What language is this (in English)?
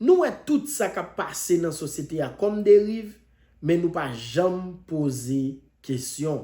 Haitian Creole